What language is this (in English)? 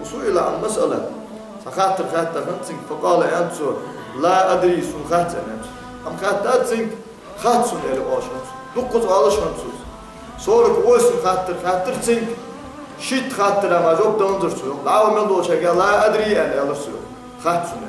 Ingush